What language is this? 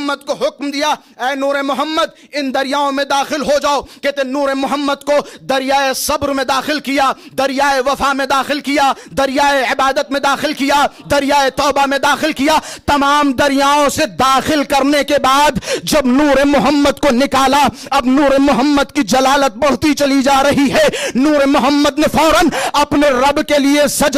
Urdu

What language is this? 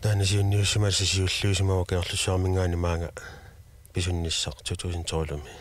Kalaallisut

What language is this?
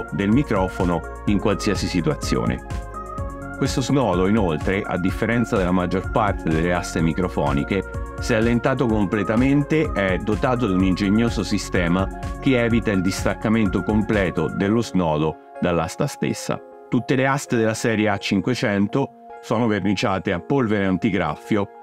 Italian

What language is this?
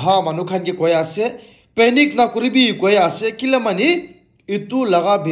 Naga Pidgin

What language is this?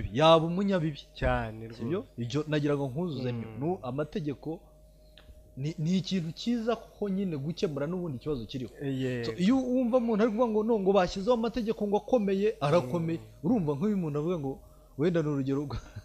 Kinyarwanda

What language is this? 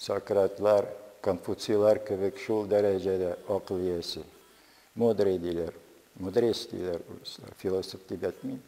Tatar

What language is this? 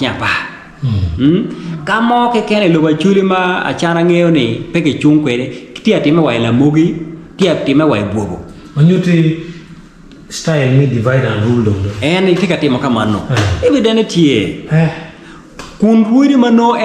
Acoli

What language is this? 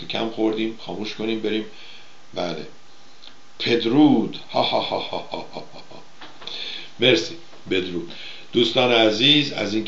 Persian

